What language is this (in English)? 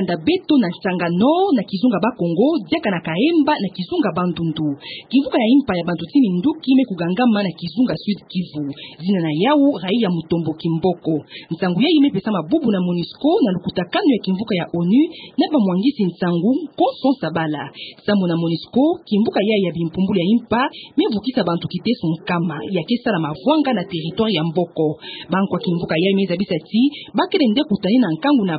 Kituba (Democratic Republic of Congo)